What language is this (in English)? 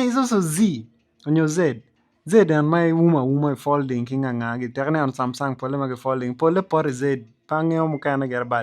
Acoli